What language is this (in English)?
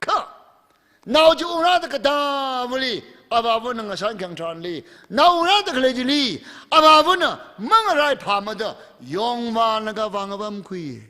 Tangkhul Naga (India)